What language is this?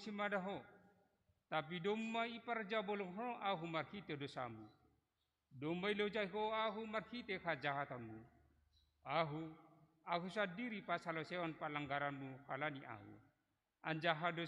Batak Simalungun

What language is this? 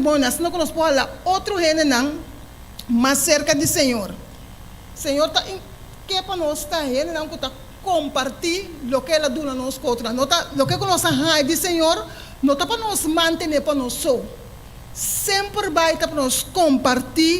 Papiamento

